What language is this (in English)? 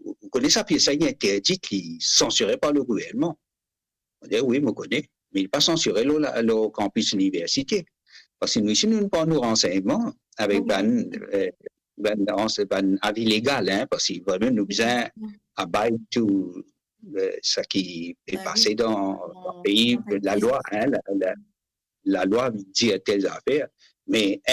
Morisyen